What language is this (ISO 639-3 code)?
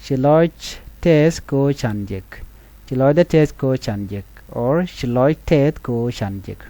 nus